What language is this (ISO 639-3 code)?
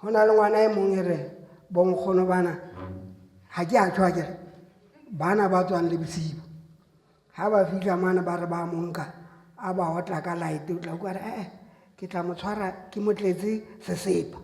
sot